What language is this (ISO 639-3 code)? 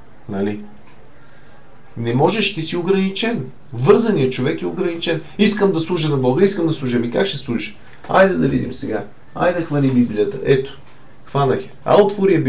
bul